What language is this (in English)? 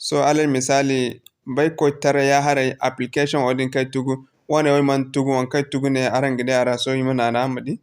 Zarma